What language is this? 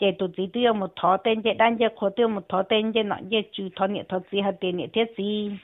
Hmong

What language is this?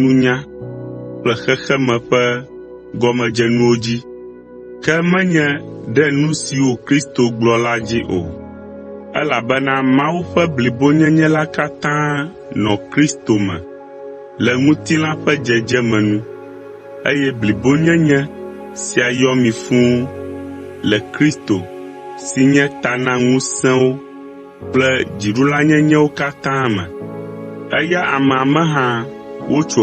Ewe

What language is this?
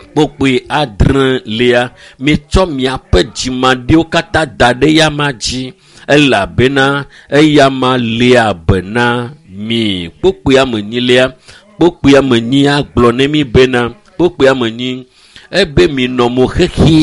Ewe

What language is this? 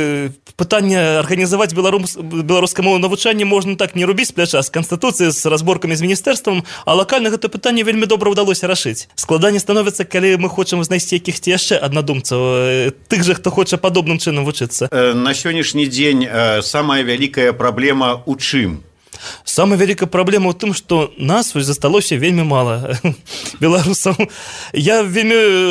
Belarusian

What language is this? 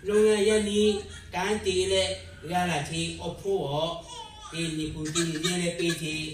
Lahu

